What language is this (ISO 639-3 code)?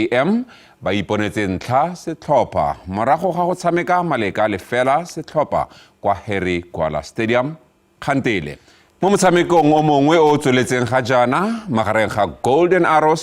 tsn